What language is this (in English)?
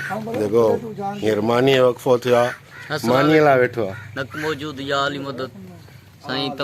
Sindhi